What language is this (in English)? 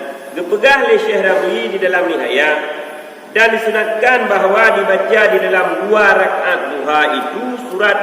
Achinese